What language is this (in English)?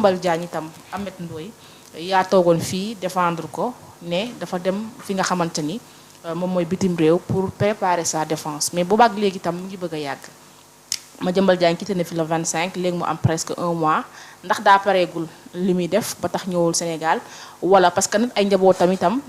Wolof